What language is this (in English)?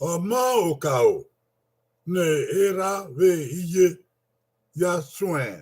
Bini